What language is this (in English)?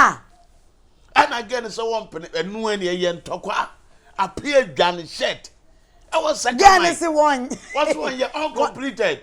Akan